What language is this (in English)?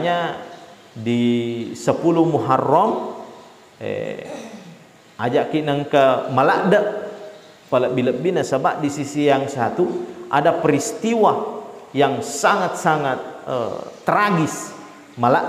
Buginese